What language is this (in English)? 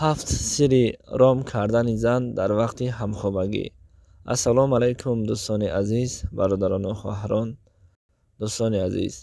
Tajik